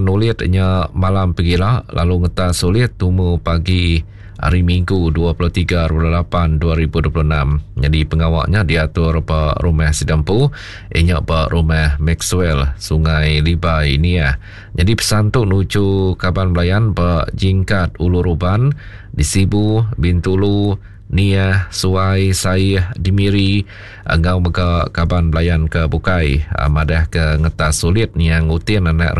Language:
Iban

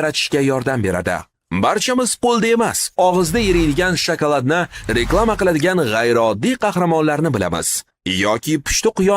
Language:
Uzbek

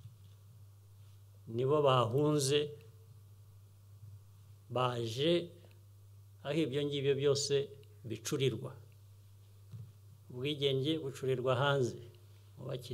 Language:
Kinyarwanda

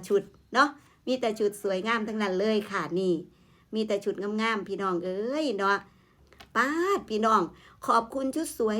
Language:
Northeastern Thai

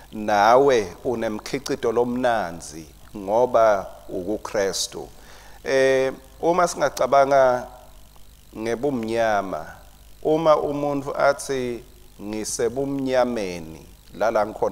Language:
Swati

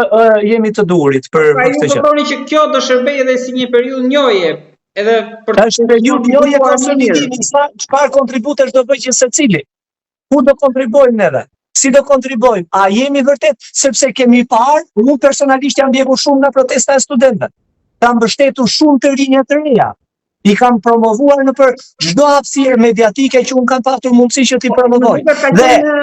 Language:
Albanian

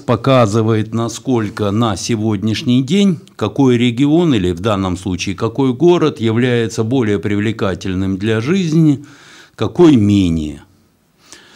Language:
Russian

